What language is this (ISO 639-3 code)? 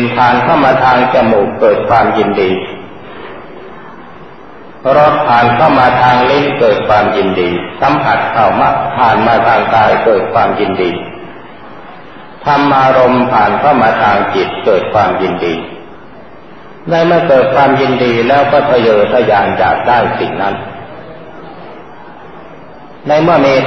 tha